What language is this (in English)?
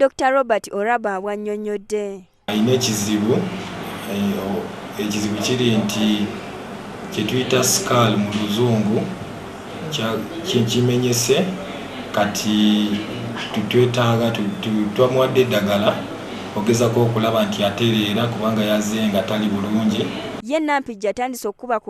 Ganda